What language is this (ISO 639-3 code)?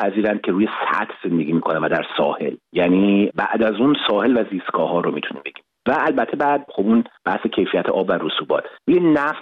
fas